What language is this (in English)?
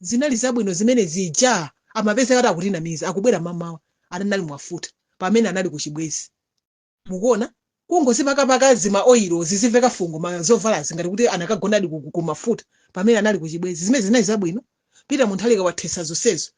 Nyanja